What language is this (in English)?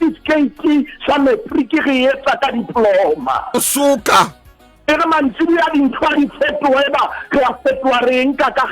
Southern Sotho